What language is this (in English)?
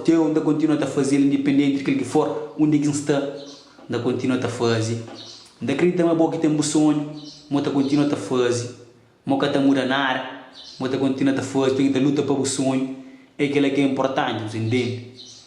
Kabuverdianu